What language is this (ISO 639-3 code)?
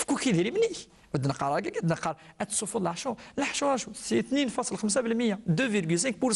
kab